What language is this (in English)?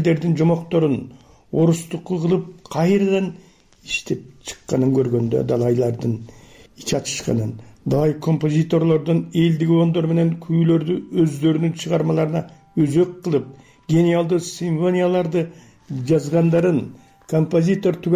Kyrgyz